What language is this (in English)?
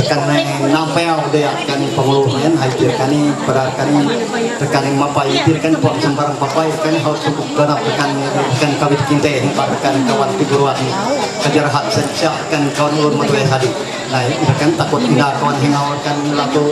Ma'anyan